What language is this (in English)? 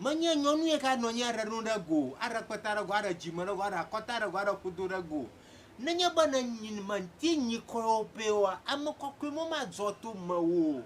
Ewe